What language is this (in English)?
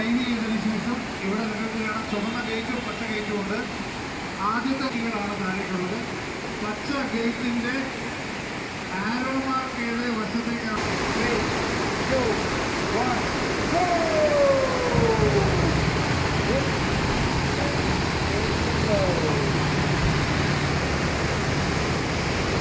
Malayalam